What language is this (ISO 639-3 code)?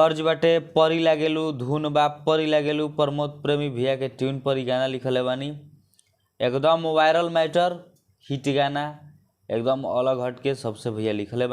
bho